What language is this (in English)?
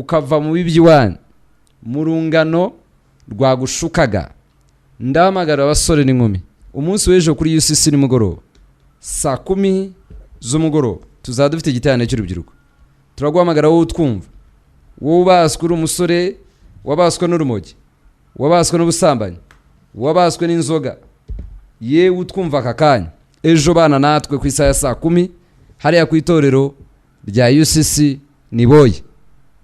Kinyarwanda